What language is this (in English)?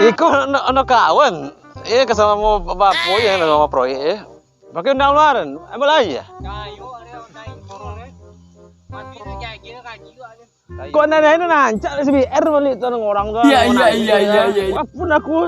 Minangkabau